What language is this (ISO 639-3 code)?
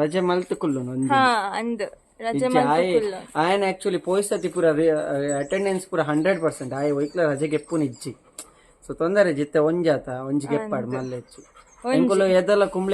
tcy